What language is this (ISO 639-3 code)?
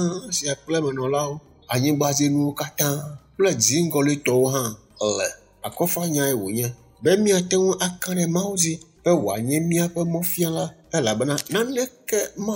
ewe